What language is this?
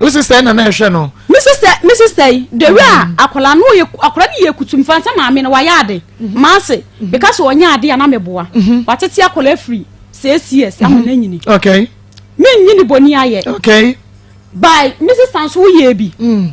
Akan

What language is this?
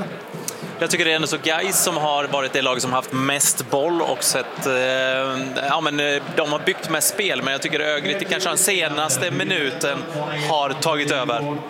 Swedish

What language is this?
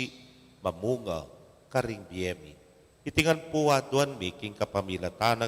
Pampanga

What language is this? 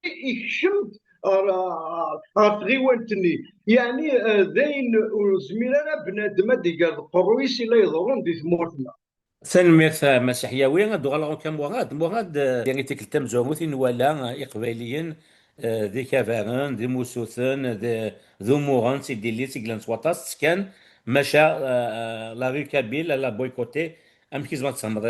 Kabyle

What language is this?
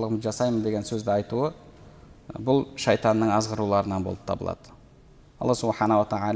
Kazakh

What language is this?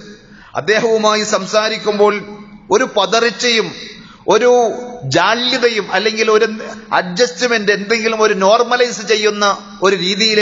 Malayalam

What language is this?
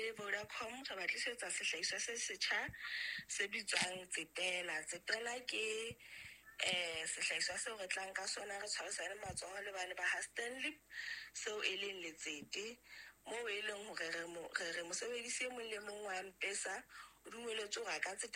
Southern Sotho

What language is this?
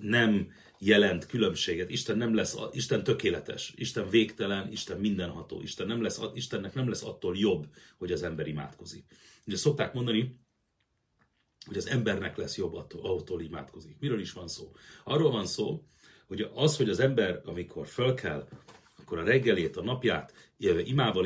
Hungarian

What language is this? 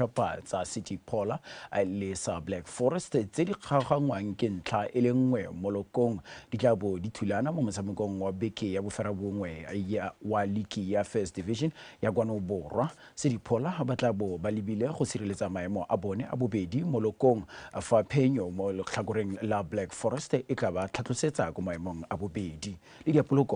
Tswana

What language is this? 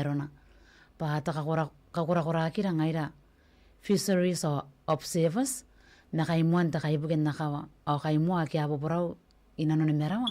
Gilbertese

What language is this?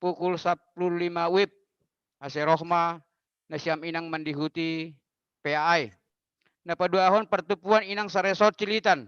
Batak Simalungun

